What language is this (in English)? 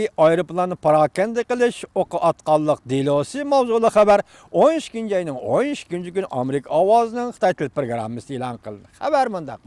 Uyghur